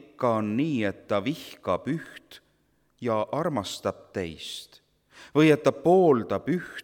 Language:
Estonian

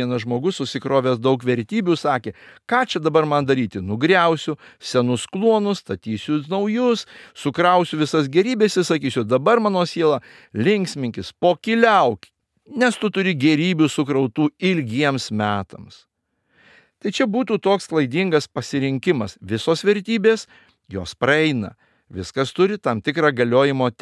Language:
Lithuanian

